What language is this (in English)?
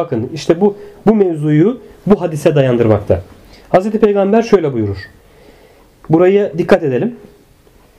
Turkish